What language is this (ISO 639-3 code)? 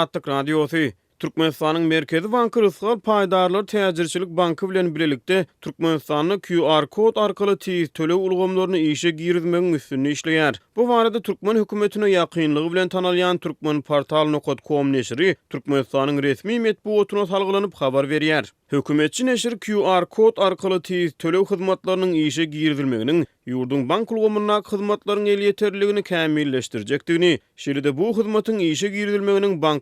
tuk